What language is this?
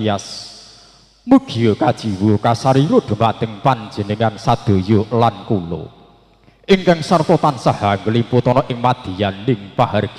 Javanese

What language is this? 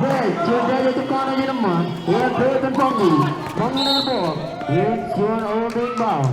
Marshallese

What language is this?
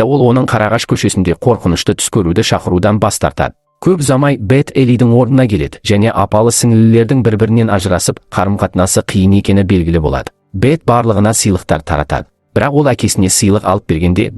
Kazakh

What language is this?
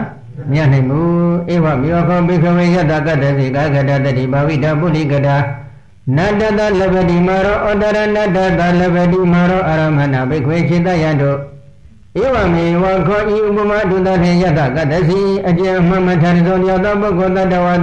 Burmese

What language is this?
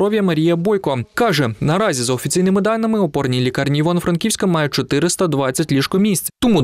Ukrainian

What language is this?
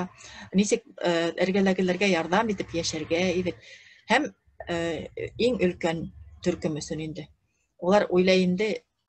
Bashkir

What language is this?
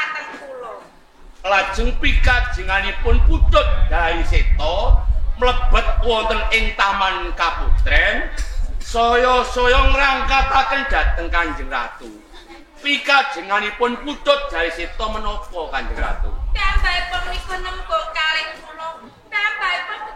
Javanese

